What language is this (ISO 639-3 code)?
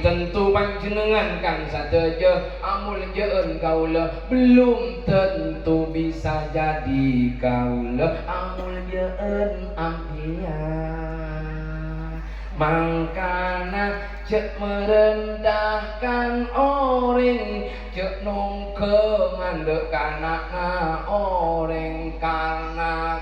mad